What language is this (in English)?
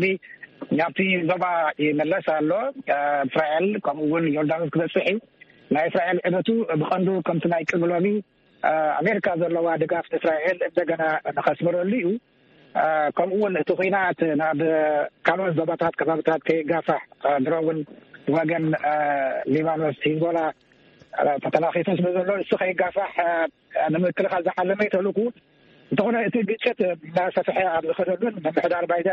Tigrinya